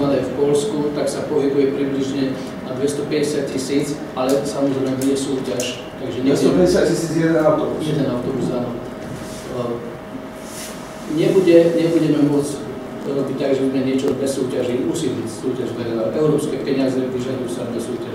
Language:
Slovak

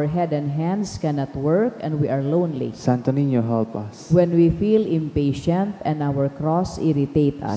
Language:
Bikol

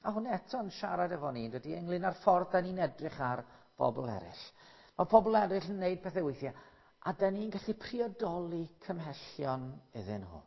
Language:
Welsh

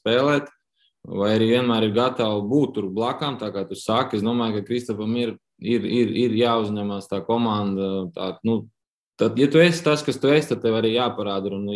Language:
Latvian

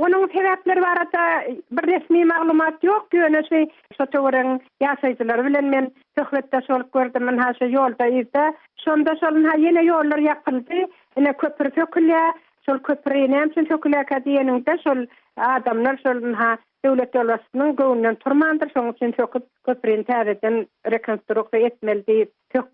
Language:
Turkmen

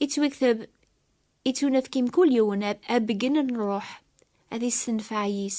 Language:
Kabyle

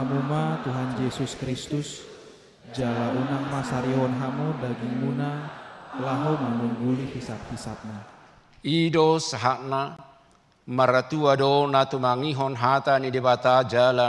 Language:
Batak Toba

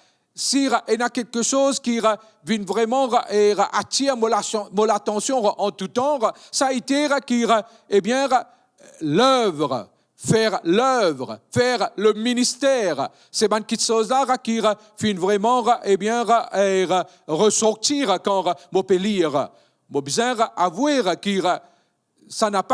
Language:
Morisyen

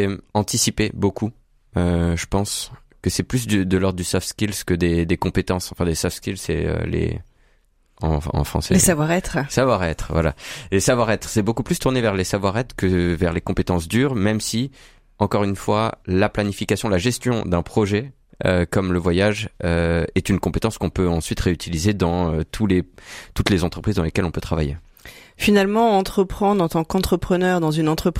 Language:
French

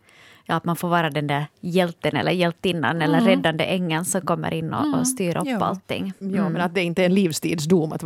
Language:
Swedish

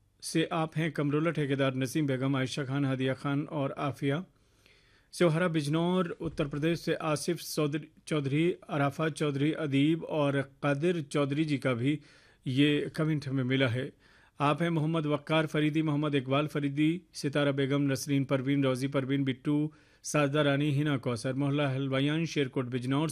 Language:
Hindi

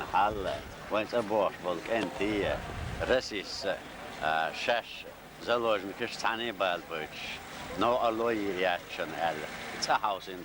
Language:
Chechen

